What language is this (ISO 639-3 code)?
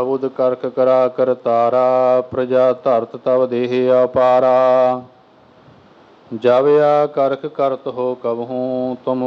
pan